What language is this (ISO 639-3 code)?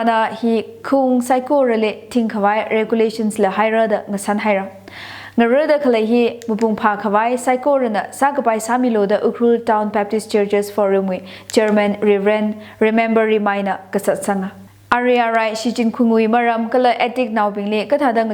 nmf